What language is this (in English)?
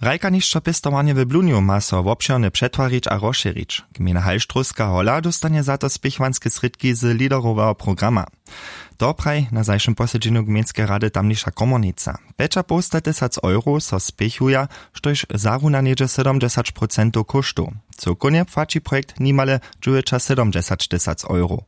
Upper Sorbian